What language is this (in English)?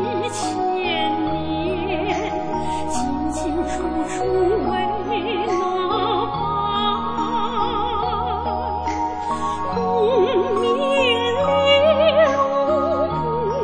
Chinese